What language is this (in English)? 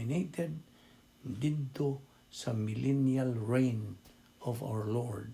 Cebuano